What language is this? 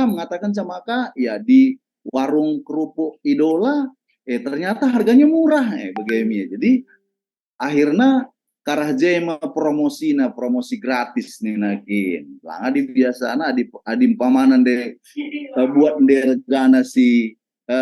Batak Karo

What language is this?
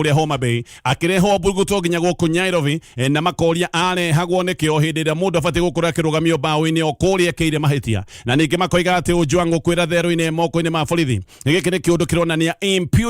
Kikuyu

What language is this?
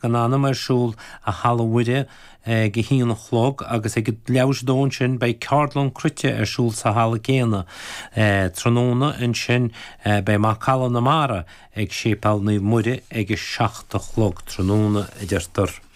Irish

